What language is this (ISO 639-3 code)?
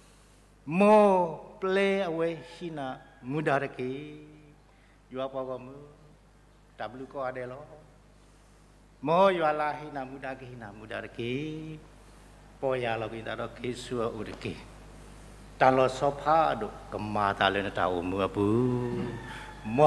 ksw